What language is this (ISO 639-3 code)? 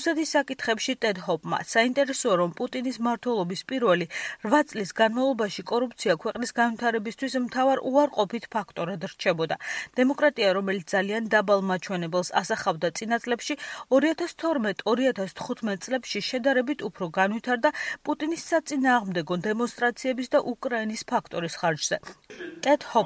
kat